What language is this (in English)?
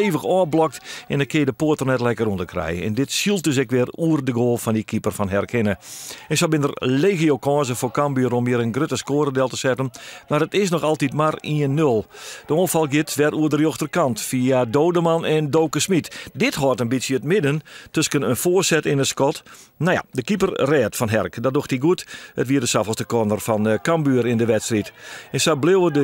Western Frisian